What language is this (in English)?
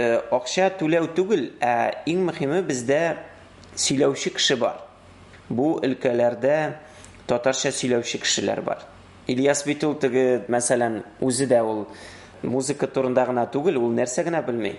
Tatar